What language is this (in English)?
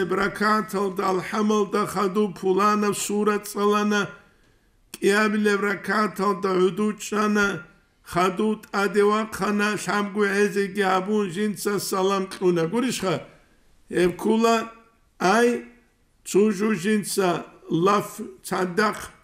Avaric